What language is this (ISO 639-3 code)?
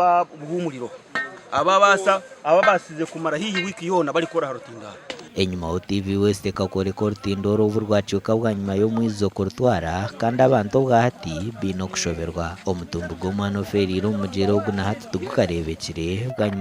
nyn